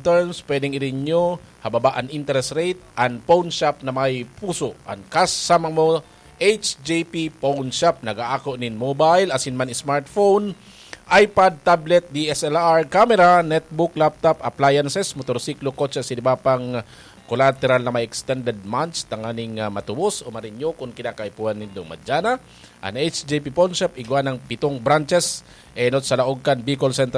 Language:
Bikol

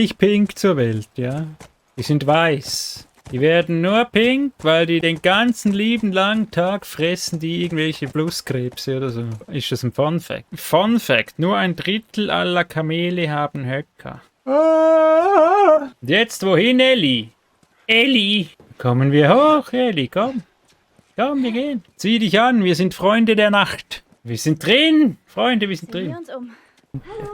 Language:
Swiss German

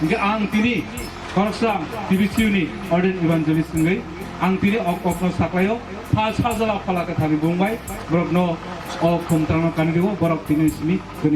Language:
Kok Borok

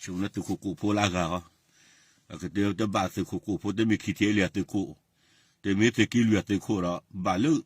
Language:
S'gaw Karen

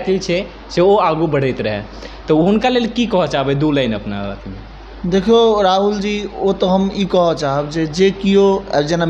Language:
Maithili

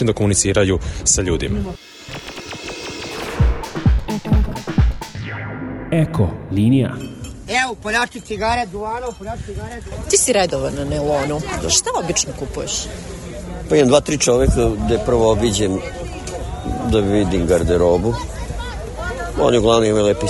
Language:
Serbian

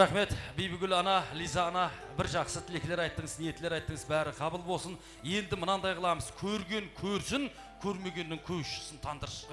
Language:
Kara-Kalpak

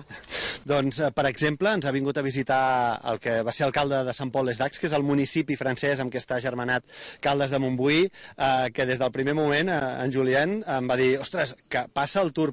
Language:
Catalan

